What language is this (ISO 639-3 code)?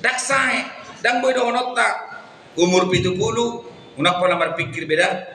bbc